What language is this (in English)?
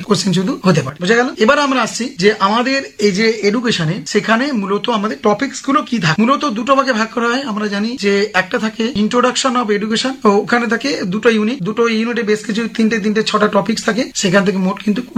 Bangla